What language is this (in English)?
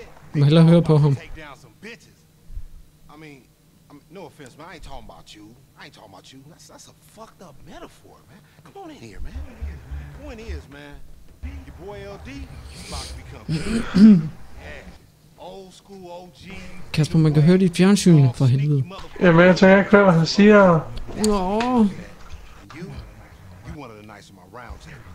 Danish